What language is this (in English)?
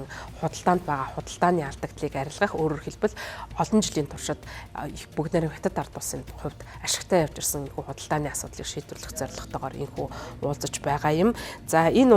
Mongolian